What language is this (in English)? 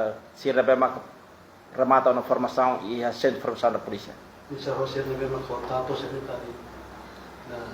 Tetum